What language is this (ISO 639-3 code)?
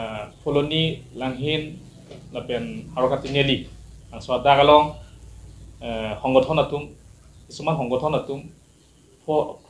mjw